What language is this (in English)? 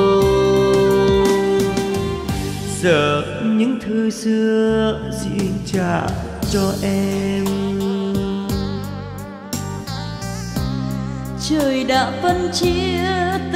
Vietnamese